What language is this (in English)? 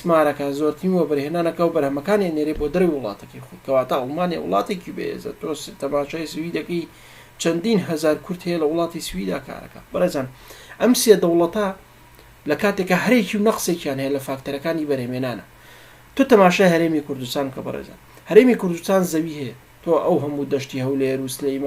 Central Kurdish